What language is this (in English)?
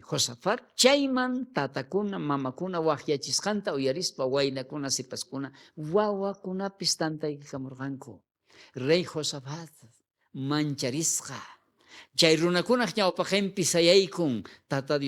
South Bolivian Quechua